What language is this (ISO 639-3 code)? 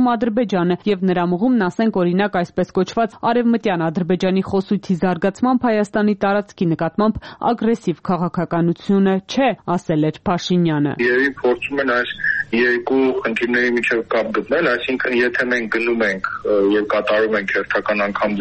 hye